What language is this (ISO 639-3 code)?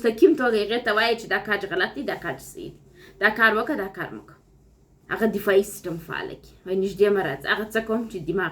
pus